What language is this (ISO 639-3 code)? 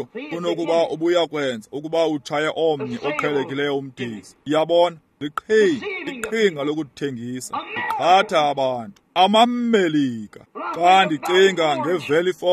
xho